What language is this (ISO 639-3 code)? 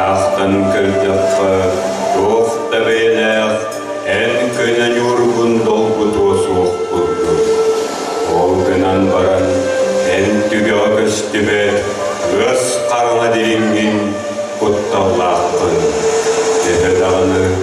sah